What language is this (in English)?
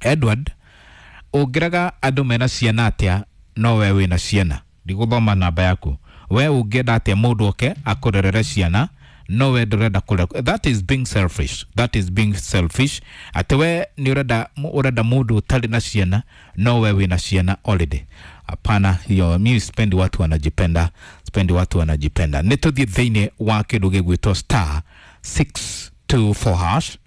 Kikuyu